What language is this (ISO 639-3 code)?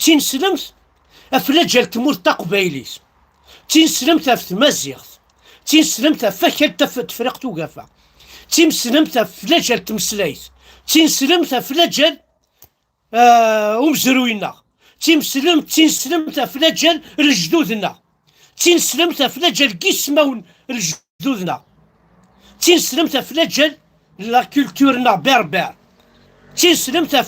kab